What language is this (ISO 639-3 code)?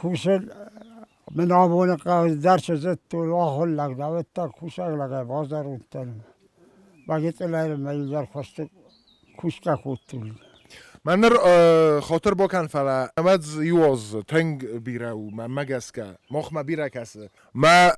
oss